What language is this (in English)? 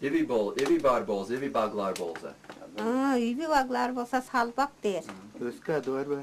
Tuvinian